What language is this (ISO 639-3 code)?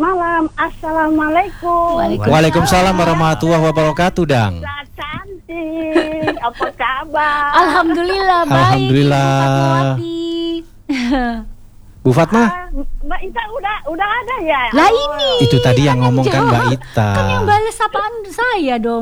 ind